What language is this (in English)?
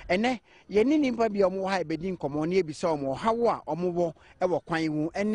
Akan